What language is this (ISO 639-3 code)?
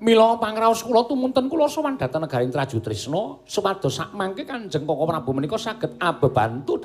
jav